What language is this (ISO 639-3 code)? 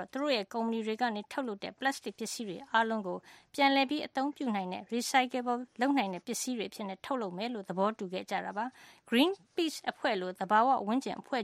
mya